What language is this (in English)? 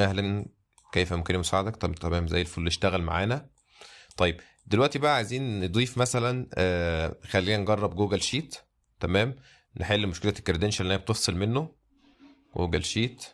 Egyptian Arabic